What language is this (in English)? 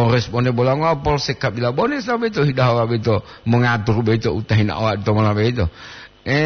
Gorontalo